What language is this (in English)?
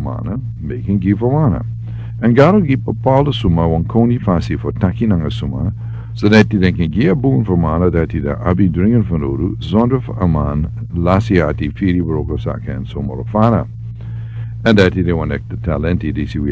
Sranan Tongo